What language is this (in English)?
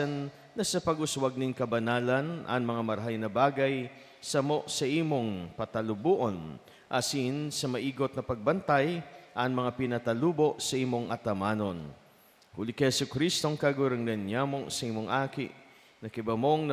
Bikol